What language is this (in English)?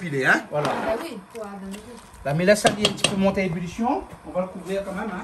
Réunion Creole French